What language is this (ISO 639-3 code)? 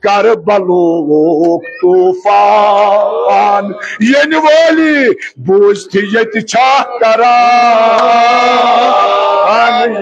kas